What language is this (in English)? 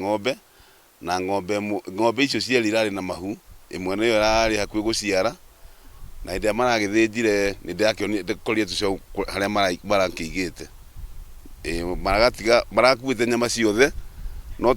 Kikuyu